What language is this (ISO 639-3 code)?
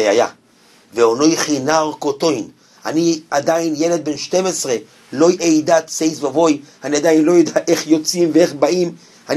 heb